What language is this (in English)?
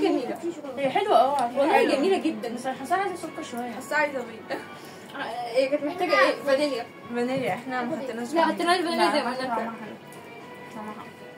Egyptian Arabic